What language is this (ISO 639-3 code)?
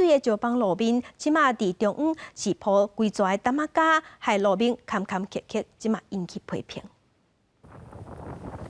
nan